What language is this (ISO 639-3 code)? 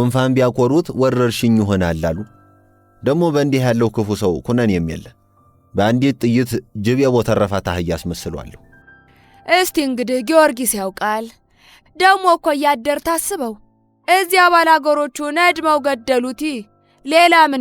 amh